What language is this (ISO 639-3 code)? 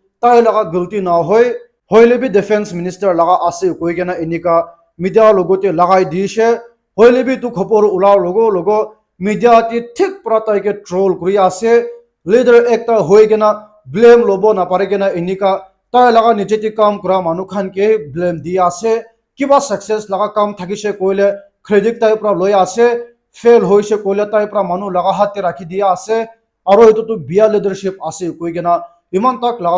nag